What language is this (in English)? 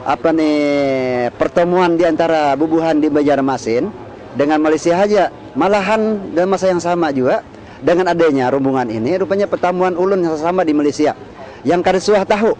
Banjar